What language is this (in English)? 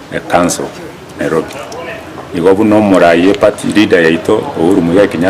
Gusii